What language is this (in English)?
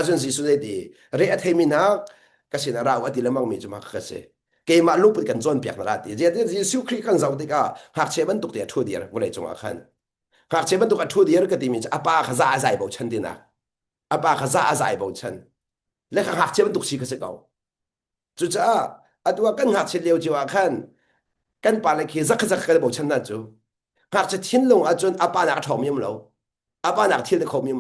Hakha Chin